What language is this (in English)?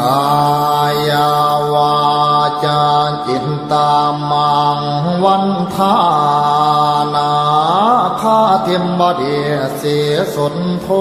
Pali